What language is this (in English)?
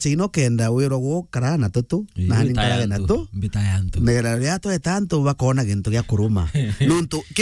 Meru